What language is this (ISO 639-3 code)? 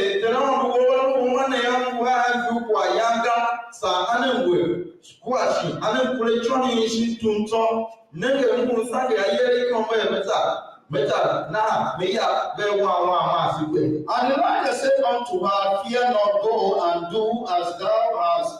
tiv